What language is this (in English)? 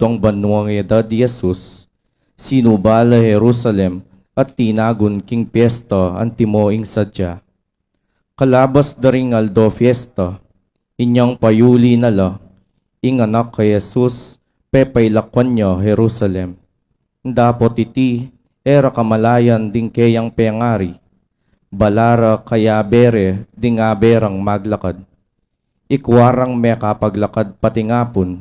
Pampanga